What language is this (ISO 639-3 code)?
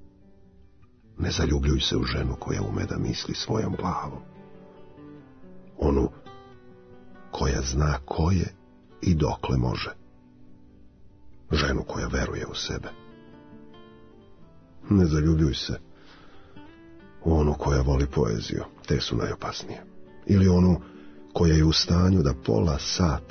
srp